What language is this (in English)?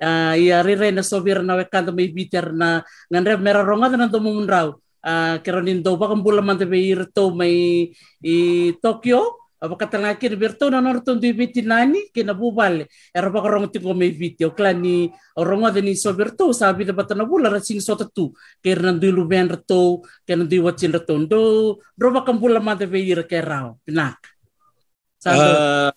Fijian